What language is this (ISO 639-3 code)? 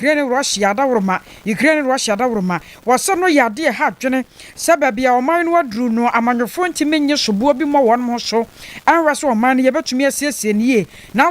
aka